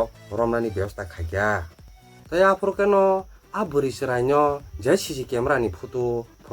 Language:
Kok Borok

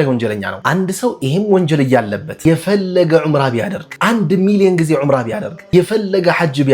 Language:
Amharic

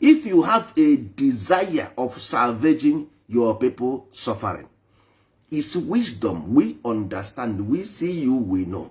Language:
Igbo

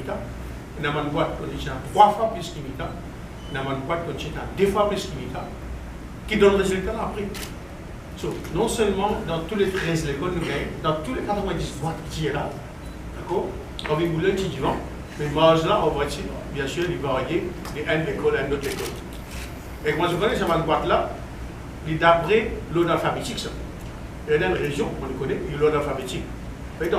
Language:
Morisyen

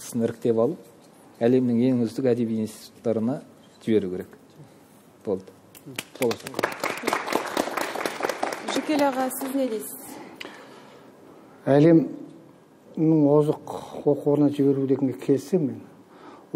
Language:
Kazakh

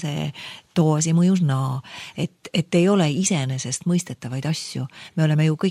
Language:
Estonian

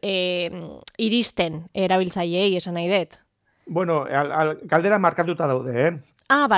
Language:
Basque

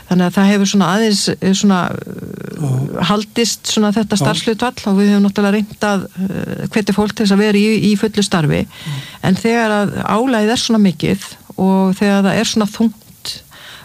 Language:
Icelandic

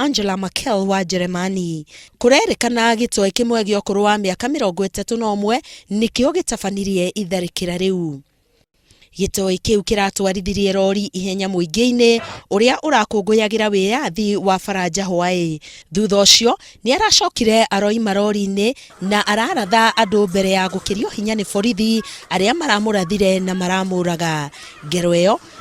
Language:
Kikuyu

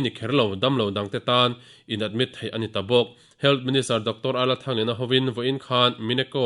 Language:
Mizo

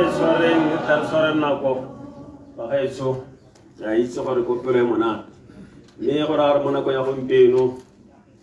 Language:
Tswana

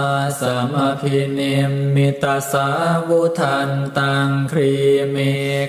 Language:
Pali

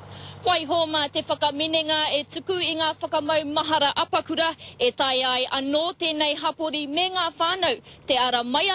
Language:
Māori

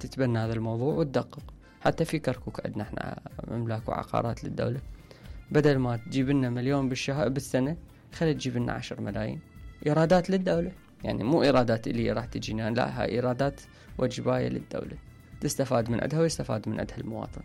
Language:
Mesopotamian Arabic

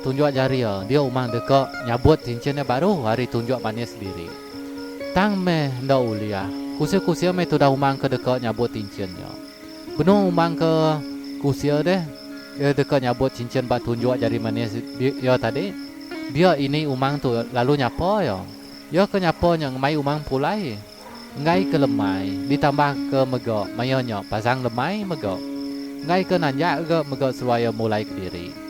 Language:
Iban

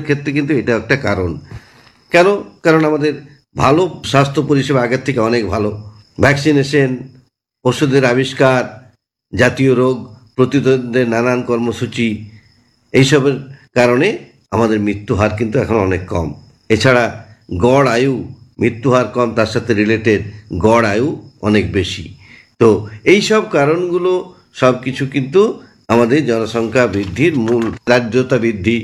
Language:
Bangla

